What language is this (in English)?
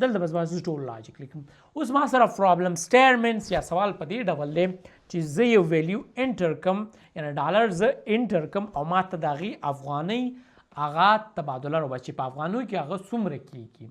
Pashto